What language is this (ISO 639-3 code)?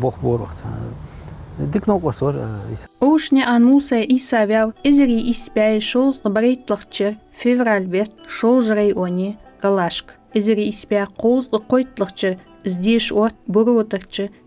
inh